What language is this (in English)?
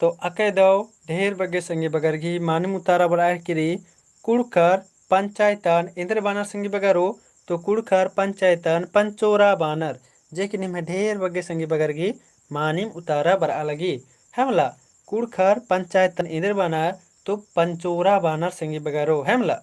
Kurukh